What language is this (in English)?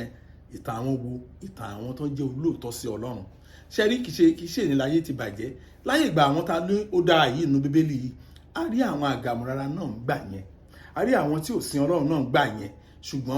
Yoruba